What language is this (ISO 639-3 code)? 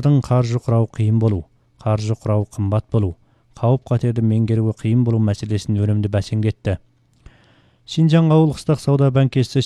kaz